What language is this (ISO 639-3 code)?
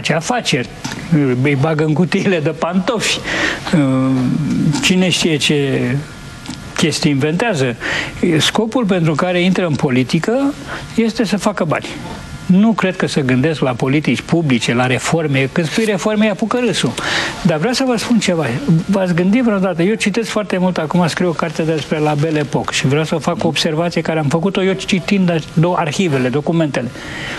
ron